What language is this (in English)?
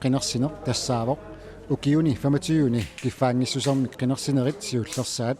Kalaallisut